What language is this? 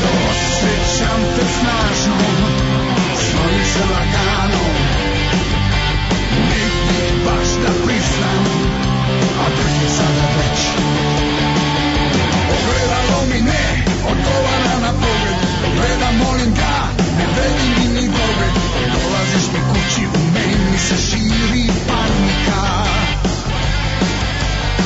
Serbian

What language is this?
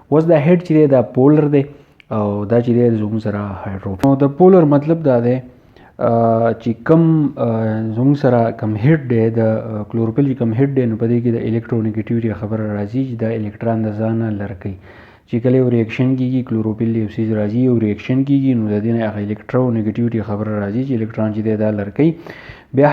Pashto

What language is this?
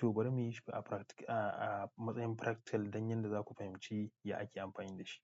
Hausa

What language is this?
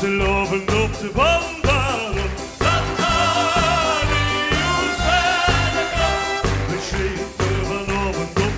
Limburgish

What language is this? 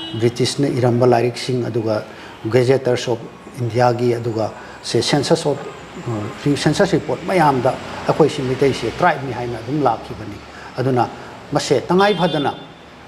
Manipuri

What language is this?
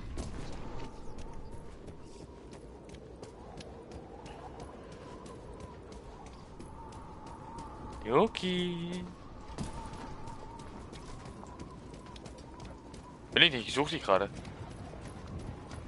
German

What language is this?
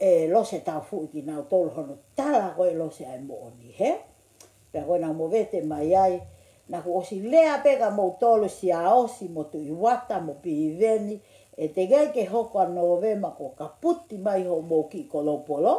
Tongan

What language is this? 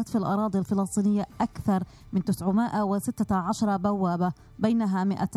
South Levantine Arabic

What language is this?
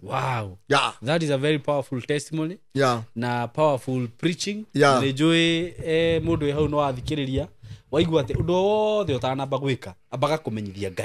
Kikuyu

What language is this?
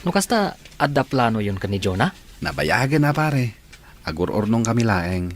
Iloko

